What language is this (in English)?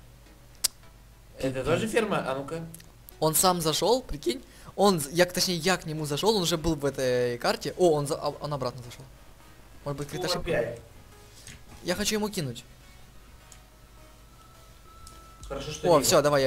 Russian